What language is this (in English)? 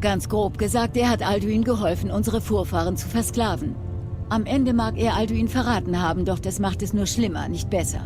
Swiss German